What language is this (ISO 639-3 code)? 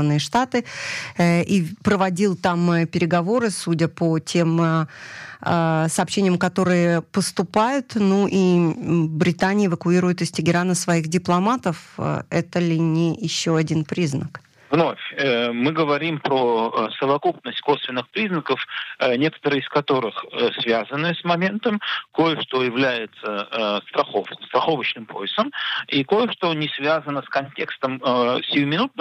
rus